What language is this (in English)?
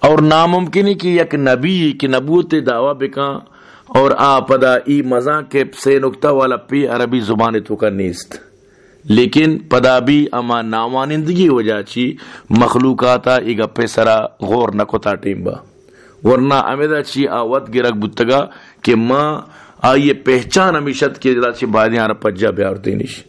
Baluchi